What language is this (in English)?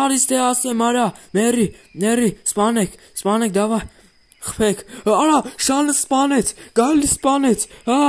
Armenian